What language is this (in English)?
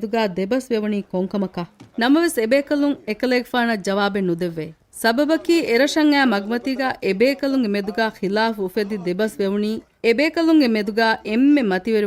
Divehi